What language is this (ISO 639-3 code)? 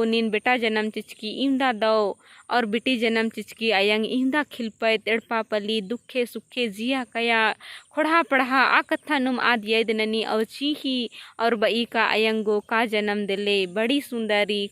kru